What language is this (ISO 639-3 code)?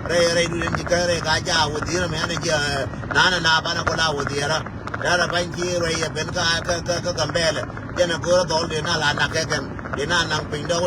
nus